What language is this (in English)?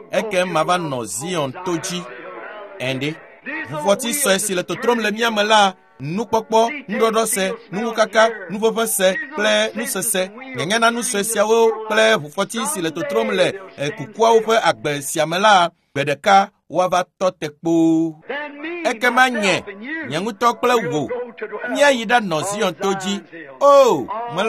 Ewe